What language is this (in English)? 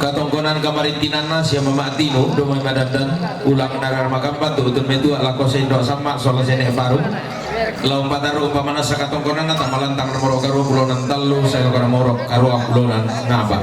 Toraja-Sa'dan